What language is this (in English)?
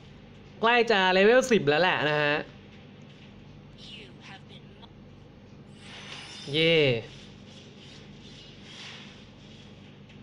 Thai